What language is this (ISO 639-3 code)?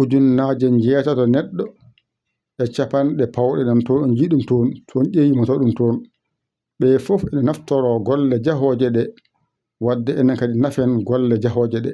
ful